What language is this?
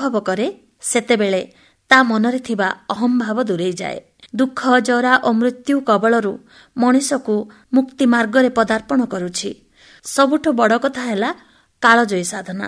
Odia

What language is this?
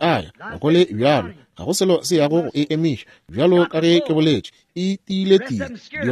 Northern Sotho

